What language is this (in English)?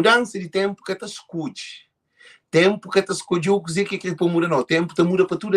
Kabuverdianu